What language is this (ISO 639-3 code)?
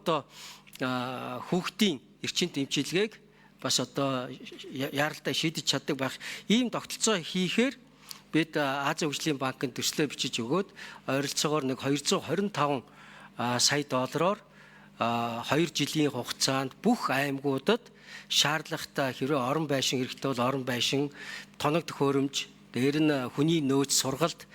mon